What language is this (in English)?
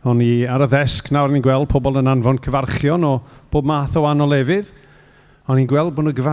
Welsh